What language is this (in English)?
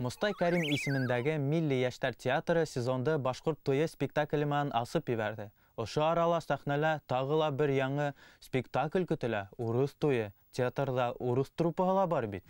Bashkir